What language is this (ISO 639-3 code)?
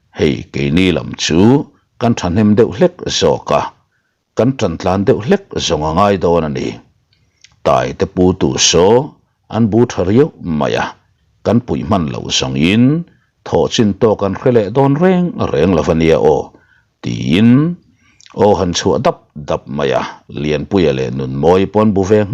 lus